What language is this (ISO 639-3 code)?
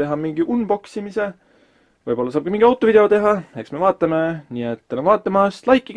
est